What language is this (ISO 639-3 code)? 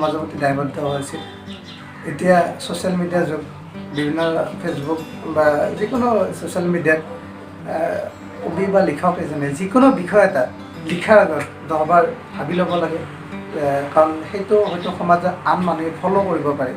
asm